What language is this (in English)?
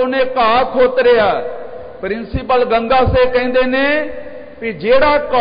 Punjabi